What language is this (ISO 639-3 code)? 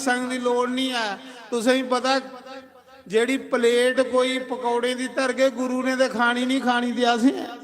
doi